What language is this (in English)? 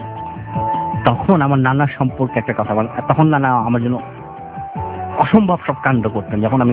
Bangla